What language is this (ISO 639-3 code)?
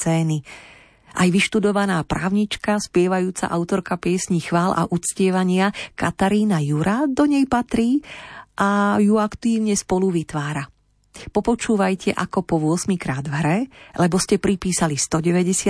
slk